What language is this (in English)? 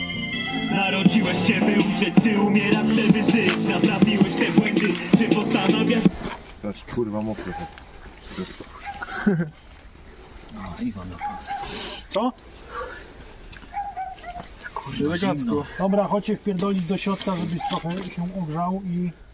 Polish